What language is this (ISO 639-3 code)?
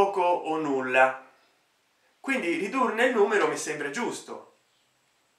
ita